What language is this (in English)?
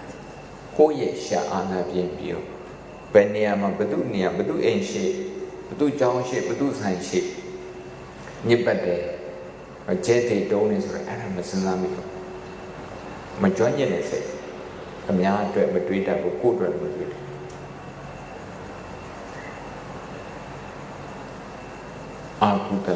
Burmese